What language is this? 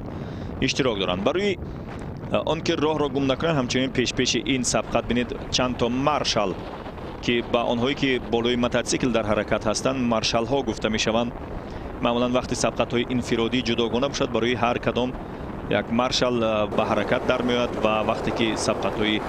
Tajik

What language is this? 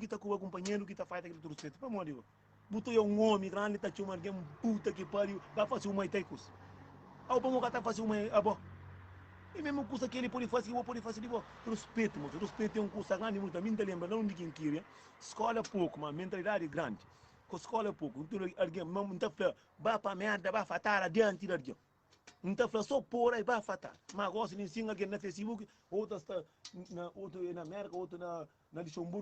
Kabuverdianu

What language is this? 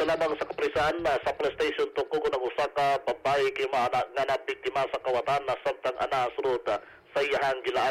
Cebuano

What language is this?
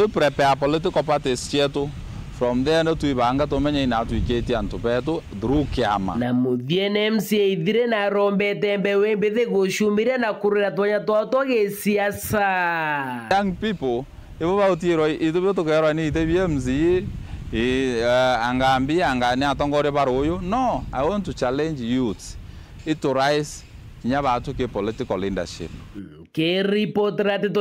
Meru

